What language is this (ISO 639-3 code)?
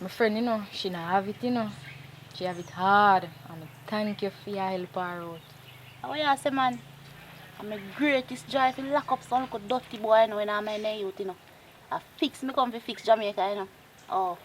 jam